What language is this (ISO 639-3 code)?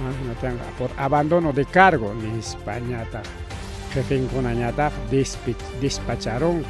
quy